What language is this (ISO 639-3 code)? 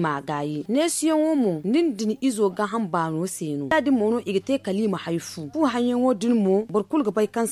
dje